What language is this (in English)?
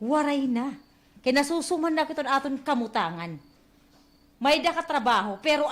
Waray